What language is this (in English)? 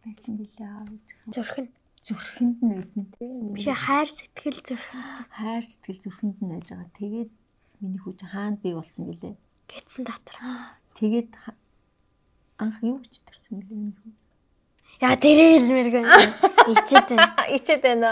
Mongolian